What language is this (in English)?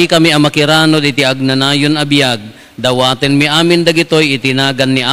Iloko